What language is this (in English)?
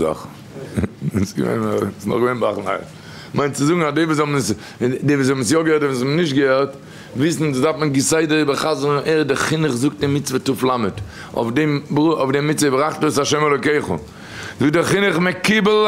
Yiddish